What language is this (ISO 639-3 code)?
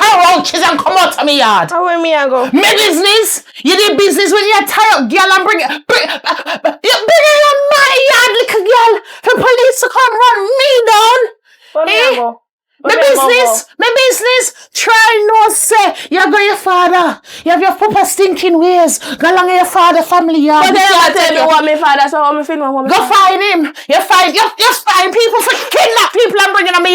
jam